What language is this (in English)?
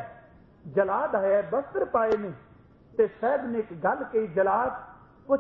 Punjabi